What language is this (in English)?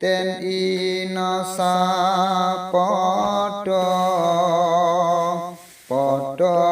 Javanese